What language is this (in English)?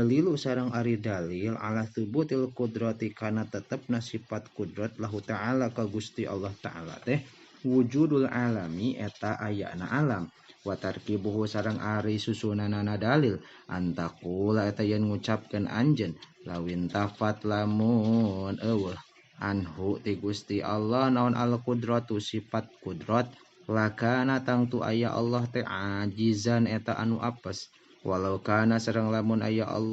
Sundanese